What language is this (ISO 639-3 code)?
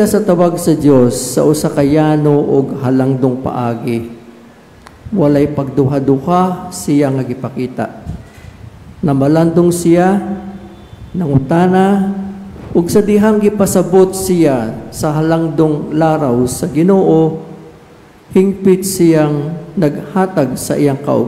ceb